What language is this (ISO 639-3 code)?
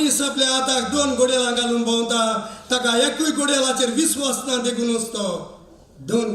kok